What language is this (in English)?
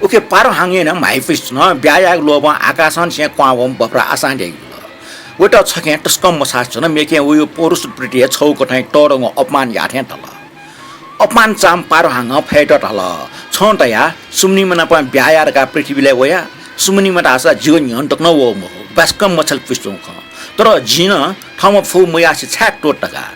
Newari